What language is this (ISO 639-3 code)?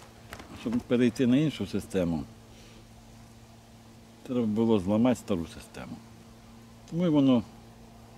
ukr